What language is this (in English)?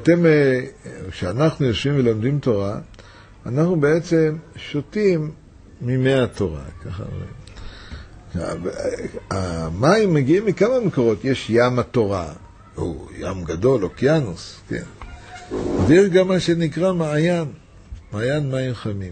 Hebrew